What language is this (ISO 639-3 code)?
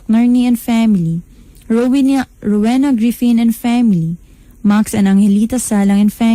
ceb